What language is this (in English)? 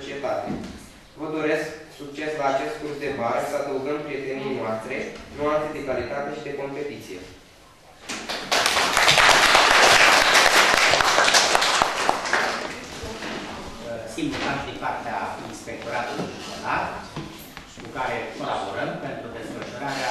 Romanian